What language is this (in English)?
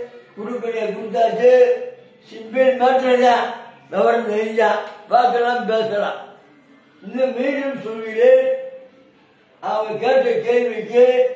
Tamil